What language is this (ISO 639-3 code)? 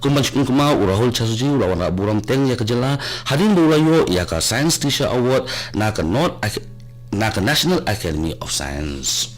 kha